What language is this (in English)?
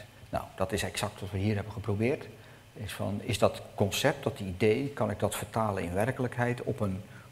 Dutch